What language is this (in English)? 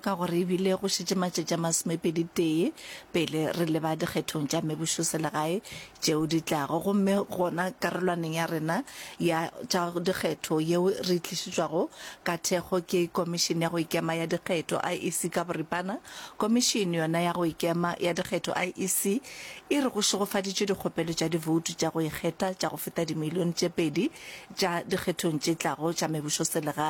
Northern Sotho